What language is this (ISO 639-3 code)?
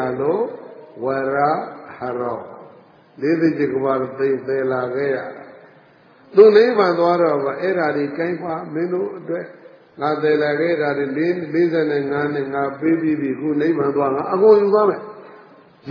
mya